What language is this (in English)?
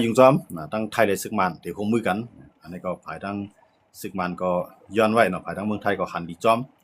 Shan